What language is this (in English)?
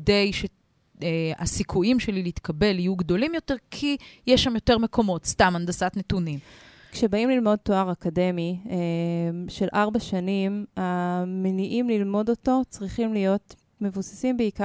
Hebrew